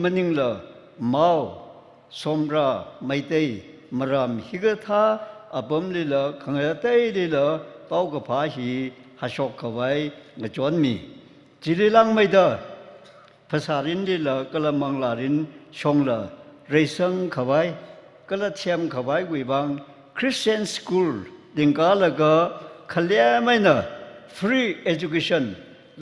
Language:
Tangkhul Naga (India)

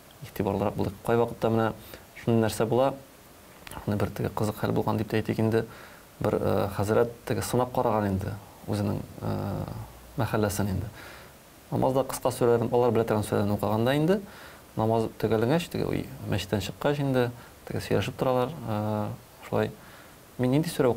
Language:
Tatar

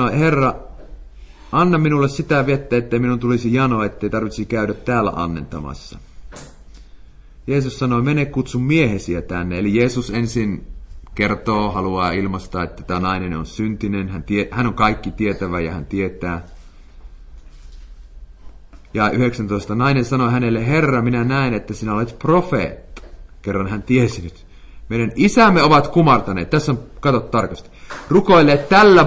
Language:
Finnish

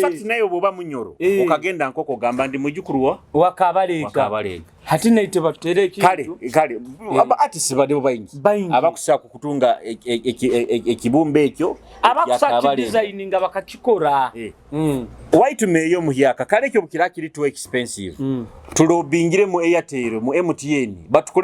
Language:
Nyoro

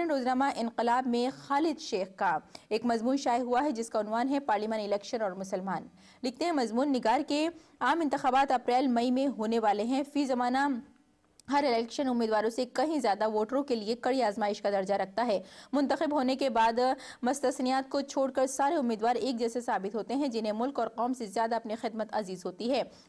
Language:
Urdu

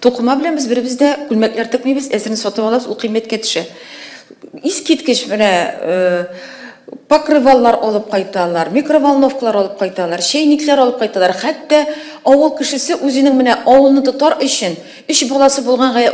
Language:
Tatar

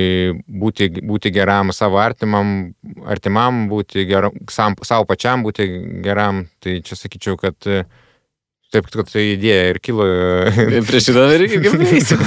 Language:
Lithuanian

